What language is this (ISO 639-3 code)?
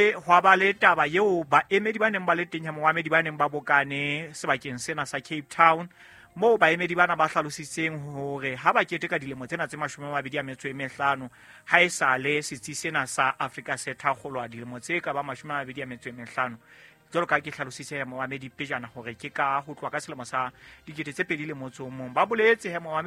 sot